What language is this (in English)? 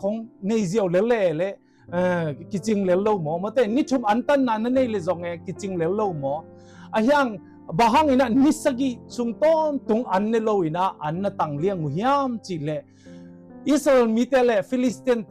Tedim Chin